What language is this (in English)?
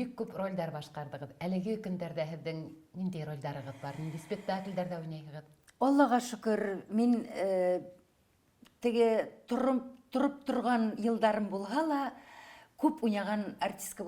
Bashkir